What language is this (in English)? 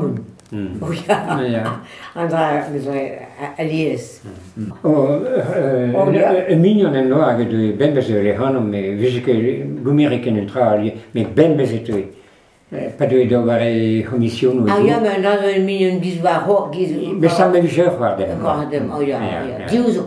Breton